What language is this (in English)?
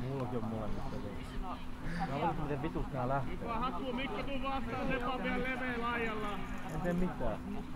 Finnish